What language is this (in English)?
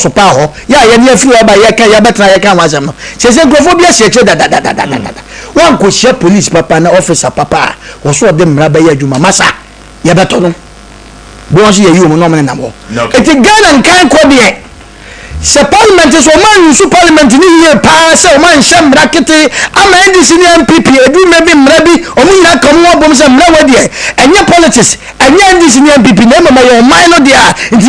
Akan